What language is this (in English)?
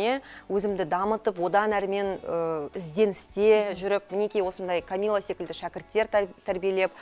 Kazakh